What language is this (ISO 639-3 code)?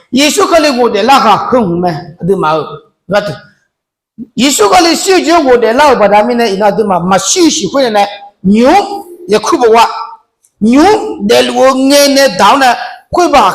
ahk